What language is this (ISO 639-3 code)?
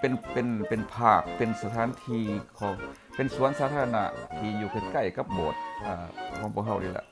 lao